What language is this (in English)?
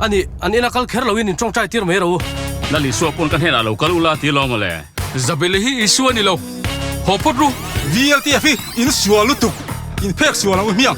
Mizo